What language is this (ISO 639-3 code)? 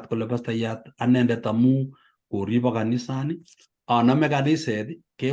kln